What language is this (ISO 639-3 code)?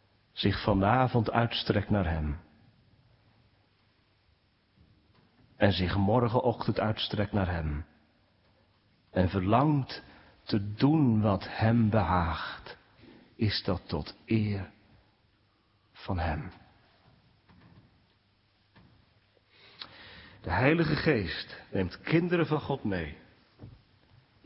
nld